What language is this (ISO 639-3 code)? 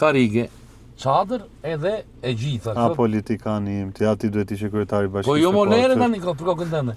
sqi